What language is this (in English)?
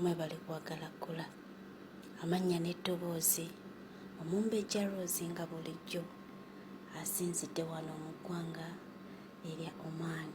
Ganda